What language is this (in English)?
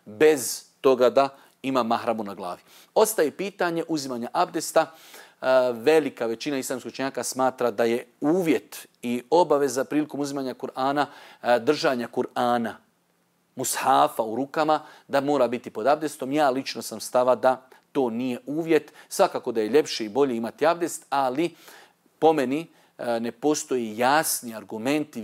Bosnian